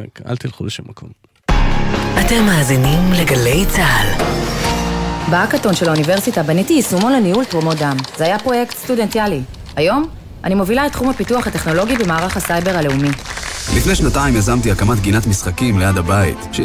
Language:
Hebrew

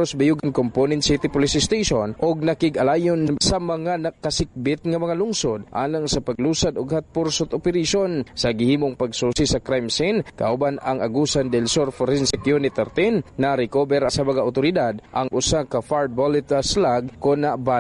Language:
Cebuano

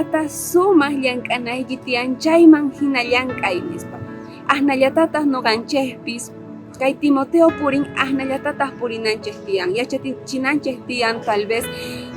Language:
South Bolivian Quechua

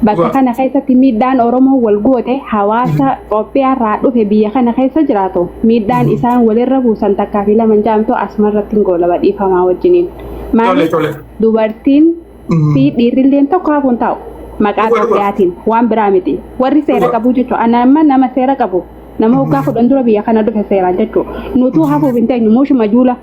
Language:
Oromo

